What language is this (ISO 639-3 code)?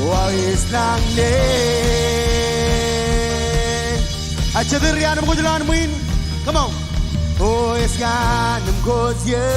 mah